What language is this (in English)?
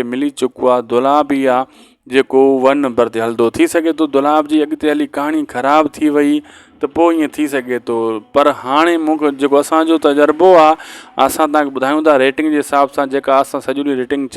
Sindhi